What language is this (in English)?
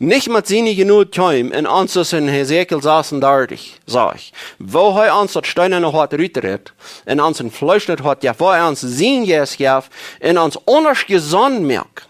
Plautdietsch